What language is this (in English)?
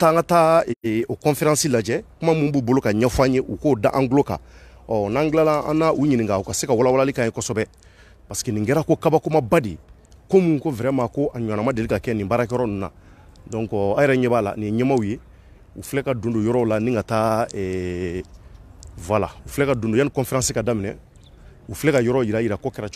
Bambara